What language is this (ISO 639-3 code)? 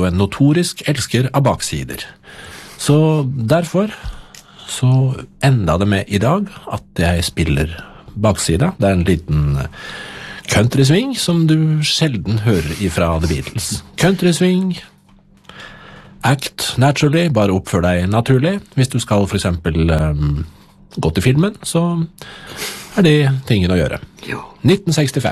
nor